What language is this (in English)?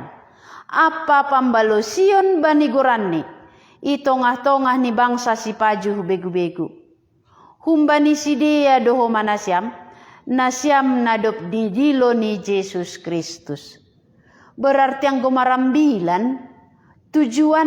Batak Simalungun